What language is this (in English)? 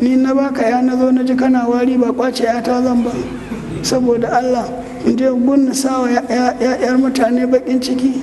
Hausa